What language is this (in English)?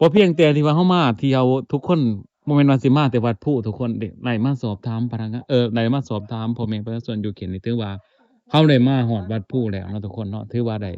Lao